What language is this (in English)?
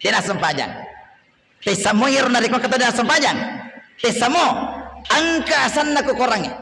Buginese